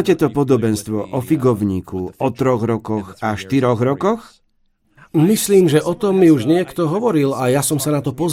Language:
Slovak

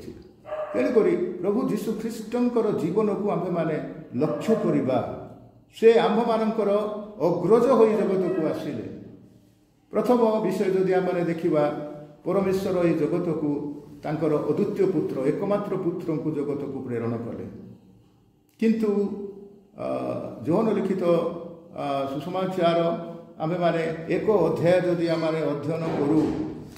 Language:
Odia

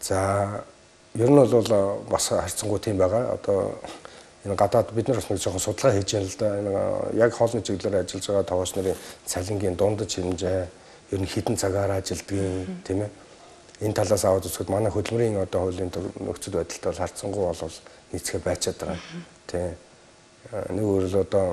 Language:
Mongolian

